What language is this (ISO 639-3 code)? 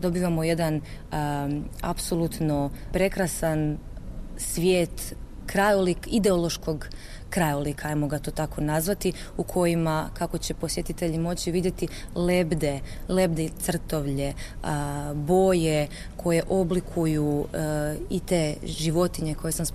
hrv